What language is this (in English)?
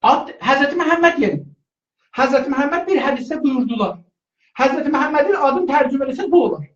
South Azerbaijani